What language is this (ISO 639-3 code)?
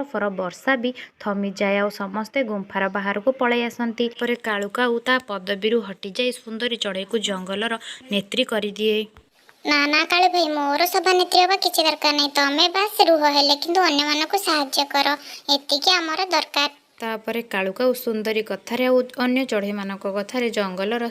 ori